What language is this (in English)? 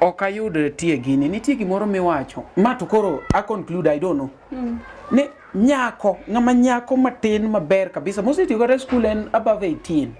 Luo (Kenya and Tanzania)